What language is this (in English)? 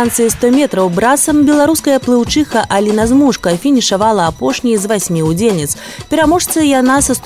Belarusian